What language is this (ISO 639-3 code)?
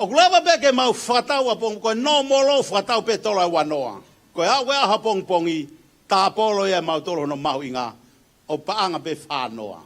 ton